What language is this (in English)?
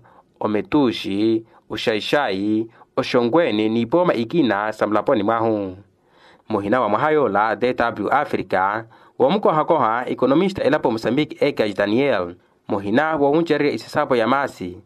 Makhuwa